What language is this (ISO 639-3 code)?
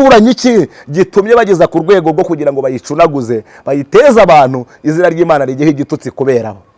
kin